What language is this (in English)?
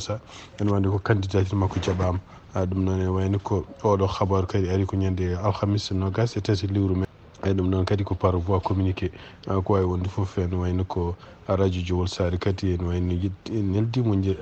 Fula